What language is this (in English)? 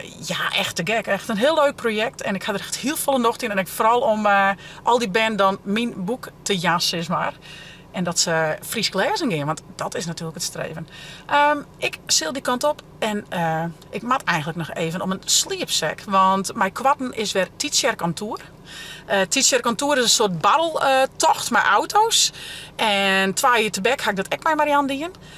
Western Frisian